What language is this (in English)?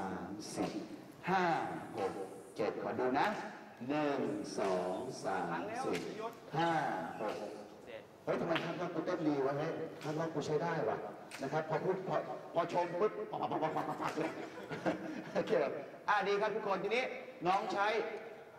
Thai